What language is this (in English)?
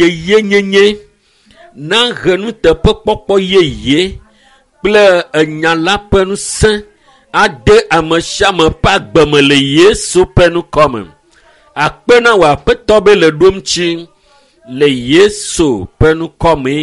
Ewe